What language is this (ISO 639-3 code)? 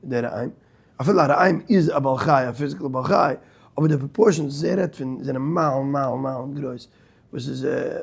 yid